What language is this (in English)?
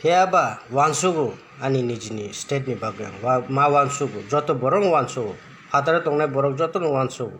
Kok Borok